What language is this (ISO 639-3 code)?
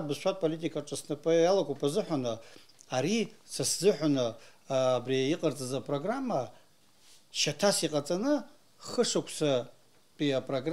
abk